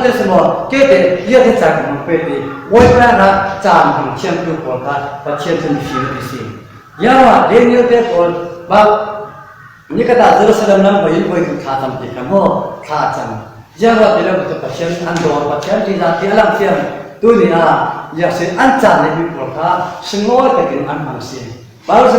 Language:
Falam Chin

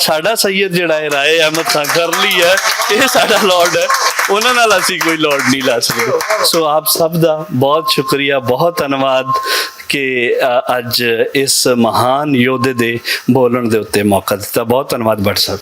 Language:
Western Panjabi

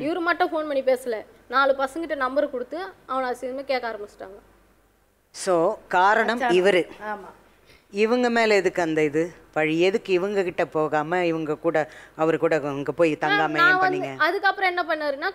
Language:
Tamil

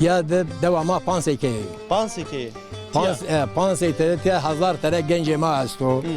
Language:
Zaza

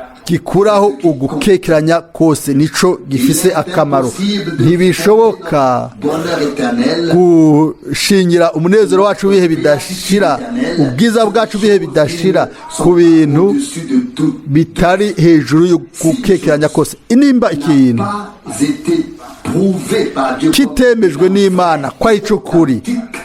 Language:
Rundi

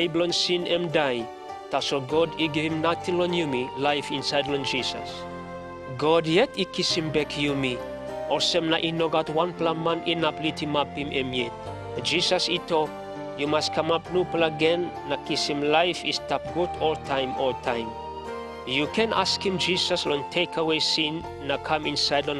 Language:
Tok Pisin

